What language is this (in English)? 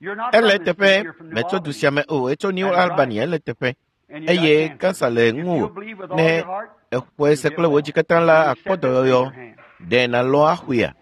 Ewe